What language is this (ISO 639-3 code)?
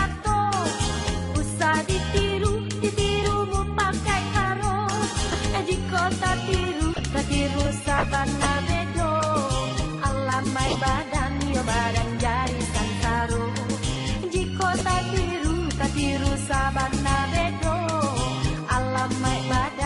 min